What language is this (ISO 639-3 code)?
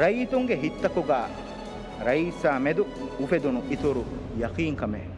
div